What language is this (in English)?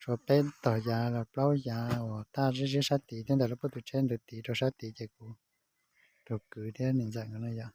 Hmong